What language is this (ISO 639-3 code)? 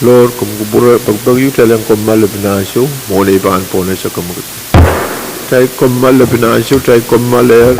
pon